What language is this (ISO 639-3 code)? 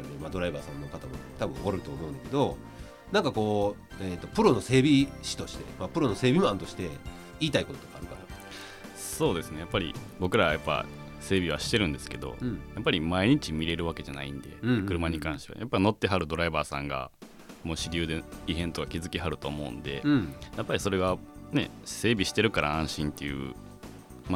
jpn